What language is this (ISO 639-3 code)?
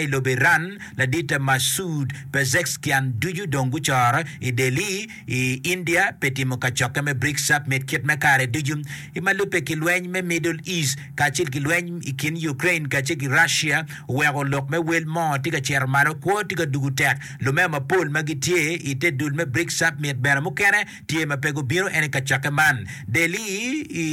ach